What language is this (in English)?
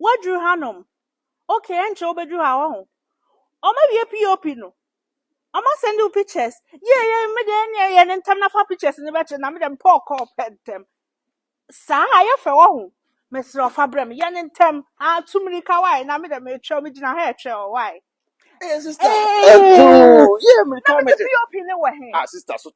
Akan